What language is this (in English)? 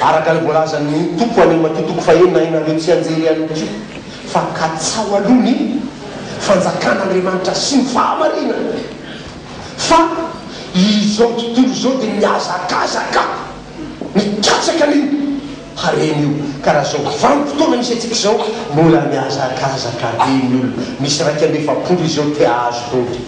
Malagasy